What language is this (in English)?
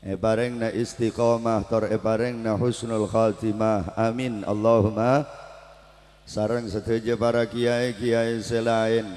Madurese